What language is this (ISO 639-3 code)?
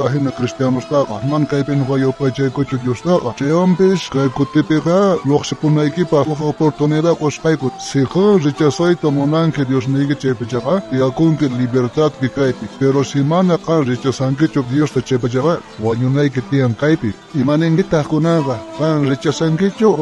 quh